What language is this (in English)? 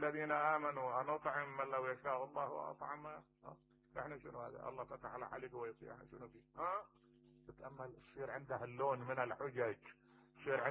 Mesopotamian Arabic